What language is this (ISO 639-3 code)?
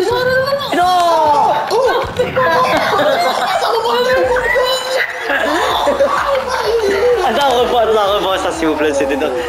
fra